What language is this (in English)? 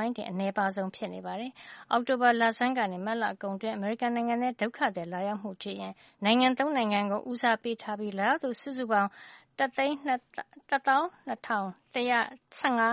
Burmese